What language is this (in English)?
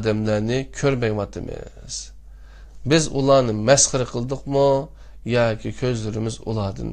Uyghur